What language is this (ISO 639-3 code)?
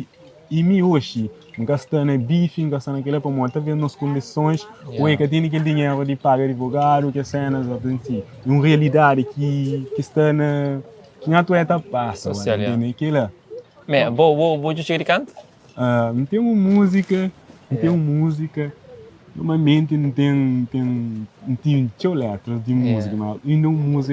kea